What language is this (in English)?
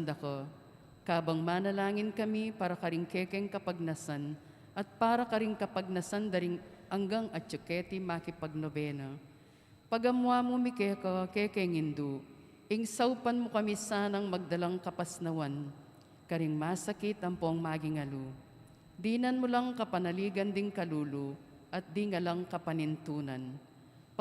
Pampanga